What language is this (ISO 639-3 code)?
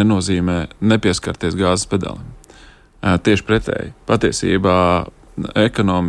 lav